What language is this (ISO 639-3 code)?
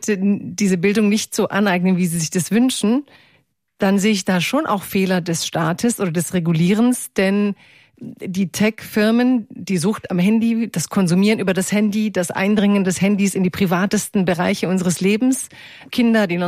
deu